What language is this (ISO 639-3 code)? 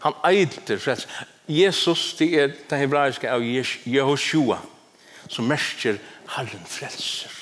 fao